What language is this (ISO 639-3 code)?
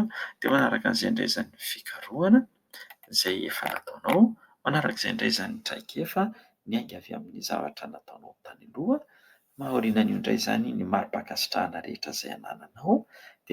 mlg